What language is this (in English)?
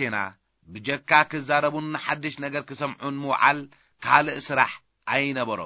Tigrinya